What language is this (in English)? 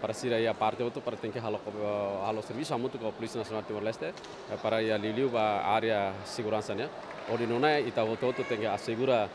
Tetum